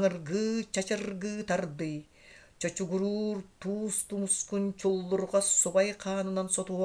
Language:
Yakut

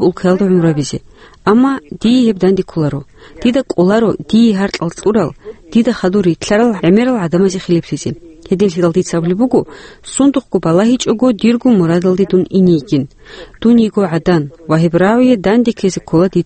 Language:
Avaric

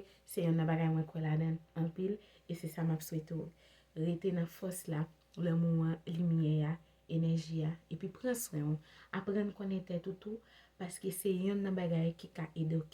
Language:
Haitian Creole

